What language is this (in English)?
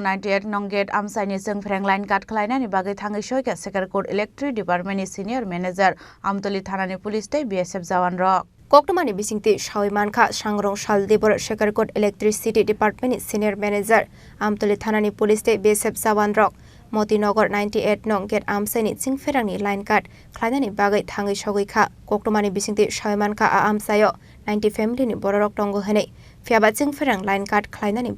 Kok Borok